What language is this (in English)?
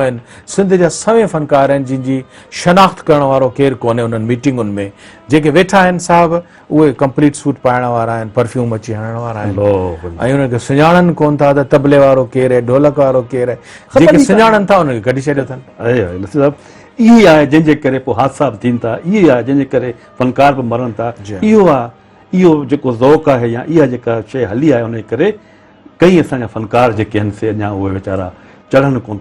Sindhi